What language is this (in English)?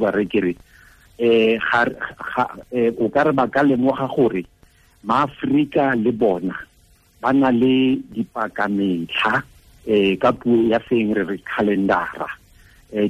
Tswana